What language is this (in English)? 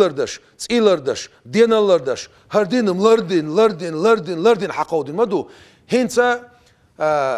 Chechen